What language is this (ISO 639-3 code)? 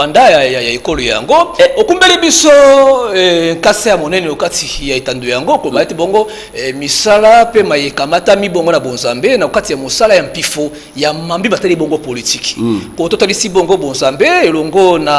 lin